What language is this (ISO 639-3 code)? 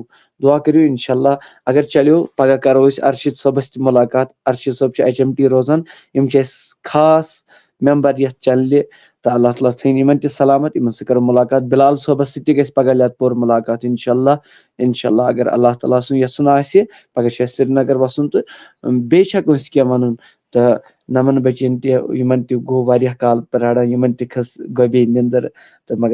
kas